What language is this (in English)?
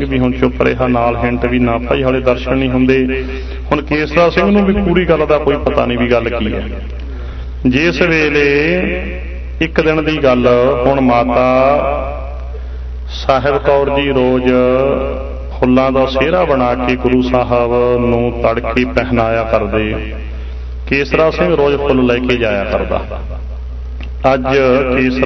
Punjabi